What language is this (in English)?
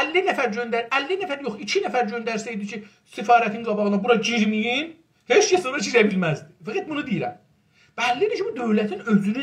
South Azerbaijani